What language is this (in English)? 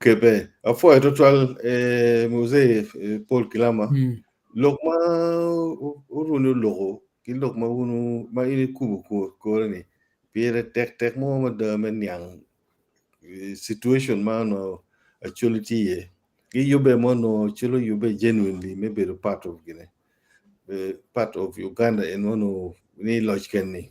Acoli